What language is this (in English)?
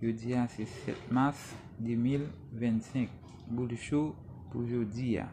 Haitian Creole